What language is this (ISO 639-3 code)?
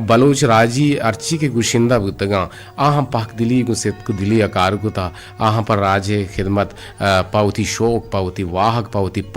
bgp